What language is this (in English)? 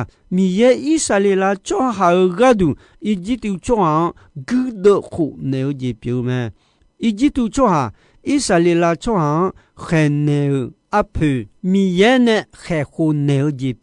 Akha